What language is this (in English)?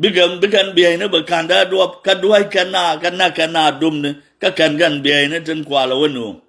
Nuer